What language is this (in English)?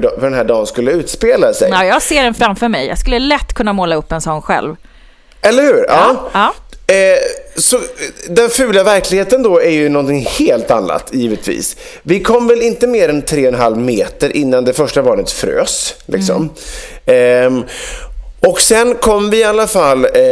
Swedish